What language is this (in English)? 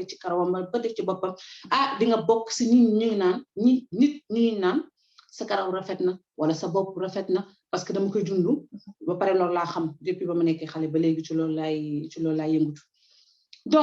Wolof